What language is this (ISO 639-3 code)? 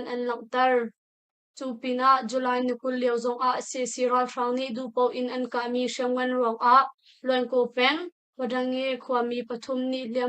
cnh